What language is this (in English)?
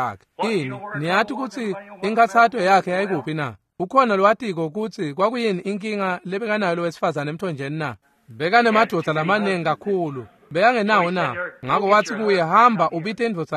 Swati